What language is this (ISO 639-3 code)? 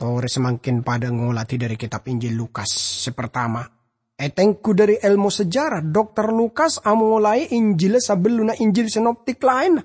mad